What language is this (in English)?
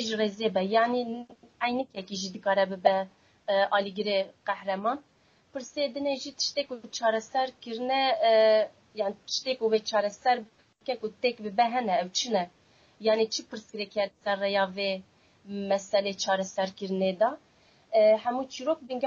Kurdish